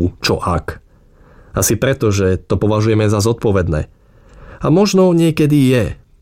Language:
Slovak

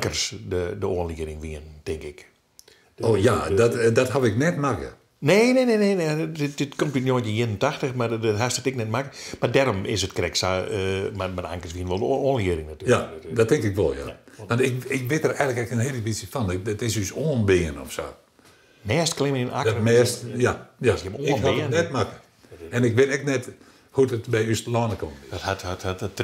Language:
Western Frisian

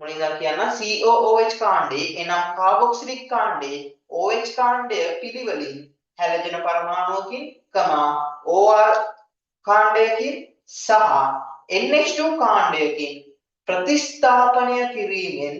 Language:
Sinhala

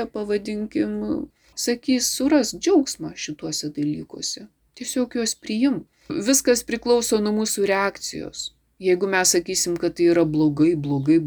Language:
Lithuanian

